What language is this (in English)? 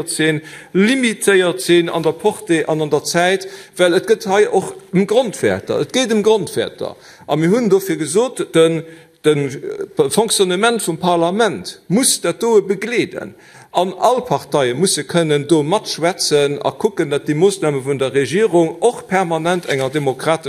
Luxembourgish